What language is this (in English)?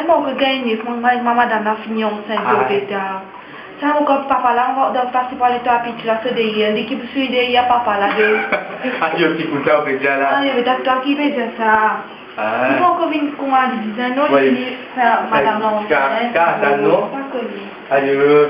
Morisyen